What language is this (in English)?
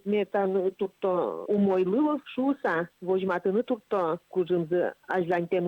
Udmurt